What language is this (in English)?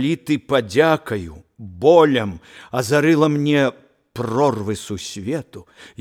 Belarusian